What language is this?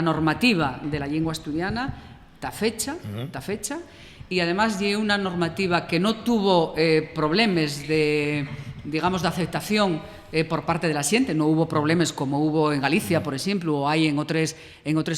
Asturian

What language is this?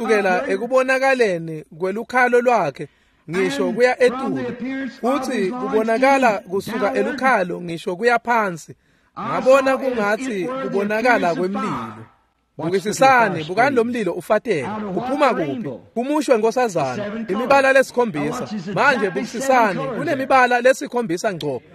Swati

